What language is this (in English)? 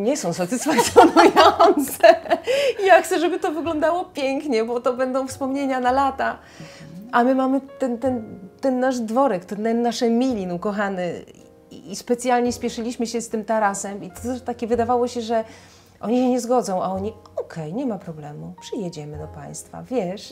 Polish